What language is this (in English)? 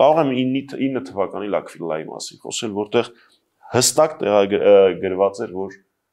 Armenian